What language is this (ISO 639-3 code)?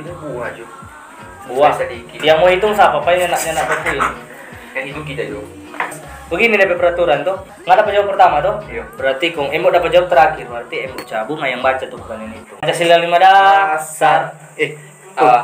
xmm